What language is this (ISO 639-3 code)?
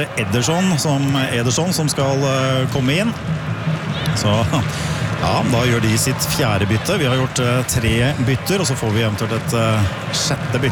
nor